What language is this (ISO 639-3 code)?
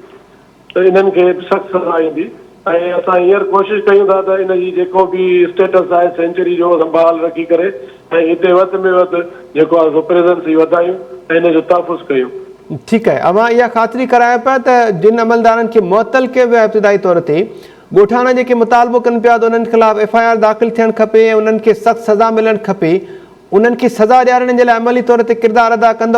snd